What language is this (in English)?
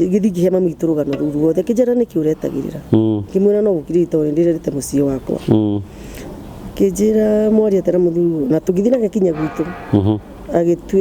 Kikuyu